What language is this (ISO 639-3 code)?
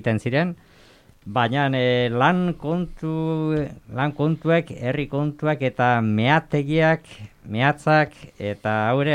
eus